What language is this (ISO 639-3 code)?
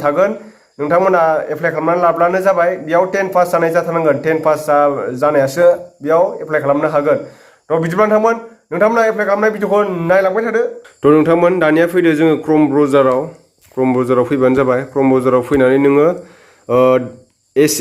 brx